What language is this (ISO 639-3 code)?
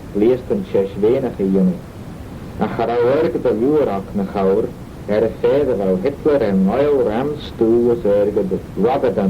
glv